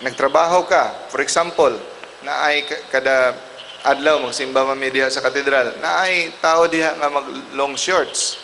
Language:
Cebuano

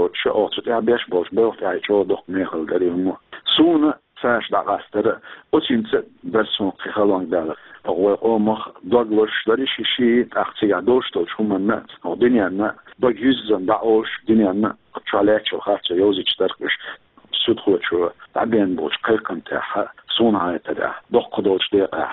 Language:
Chechen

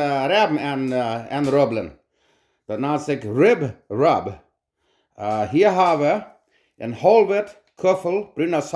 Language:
Plautdietsch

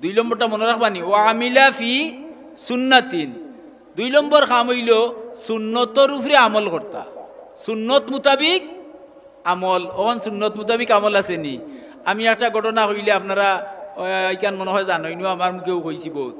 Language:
Sylheti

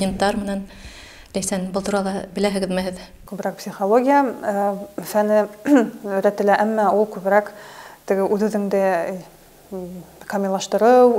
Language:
Bashkir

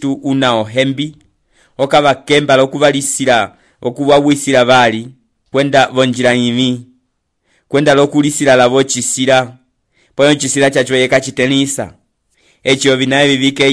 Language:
Umbundu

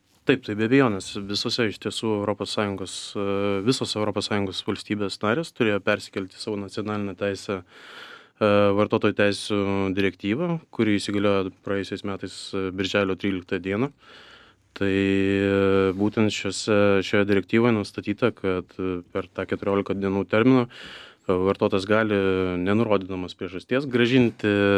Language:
Lithuanian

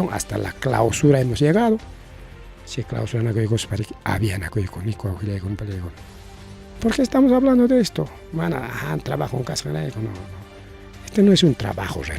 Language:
Ayacucho Quechua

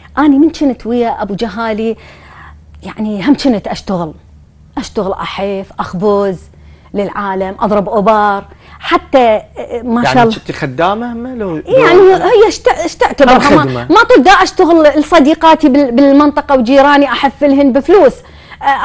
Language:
Mesopotamian Arabic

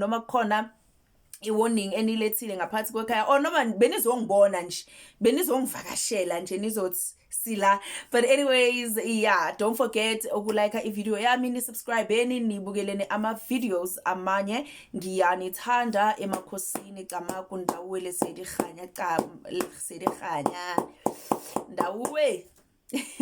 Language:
Zulu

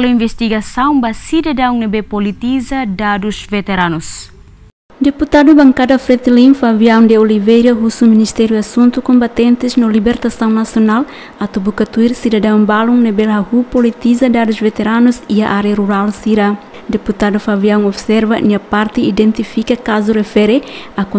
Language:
Tetum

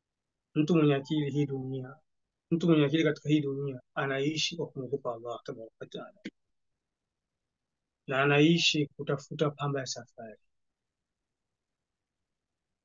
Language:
Swahili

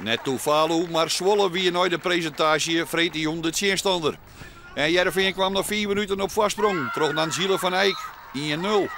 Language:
Western Frisian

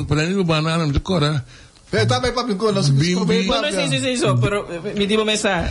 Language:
Papiamento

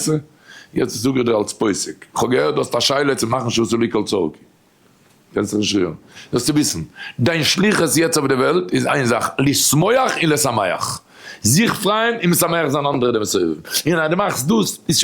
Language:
Yiddish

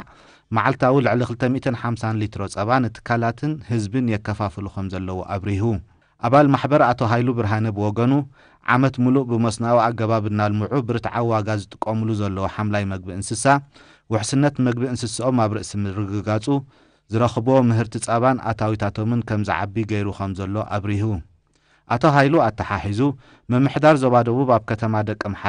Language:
Tigrinya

